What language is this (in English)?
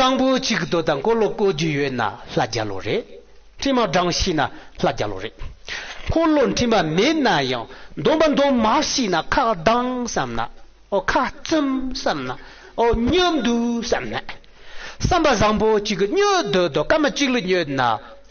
Tibetan